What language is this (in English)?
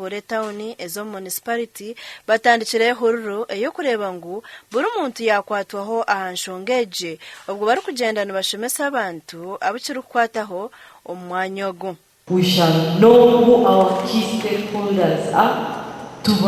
Nyankole